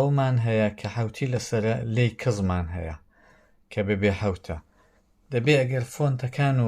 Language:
Central Kurdish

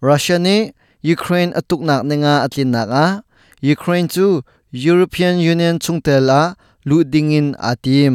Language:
Hakha Chin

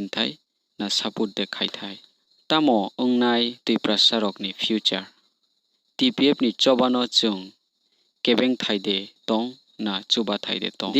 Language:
Riang (India)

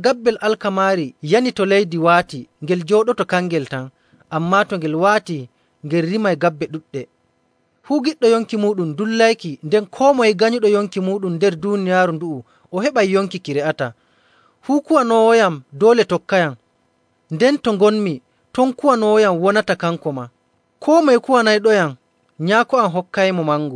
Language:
Nigerian Fulfulde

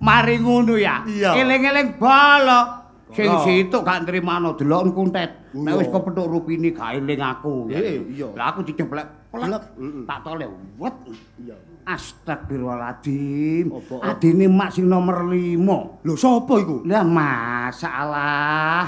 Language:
Javanese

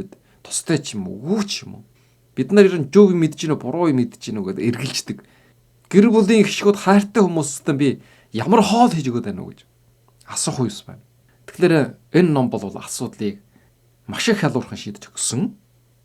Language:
Mongolian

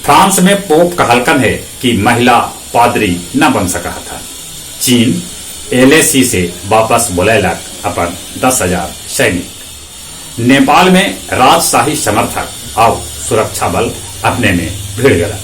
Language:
Magahi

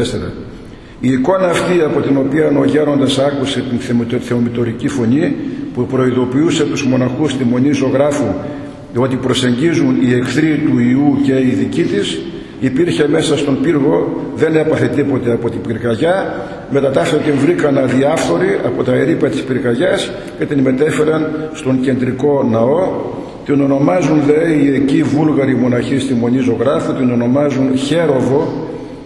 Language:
Greek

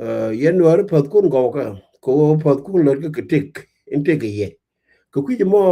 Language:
Nuer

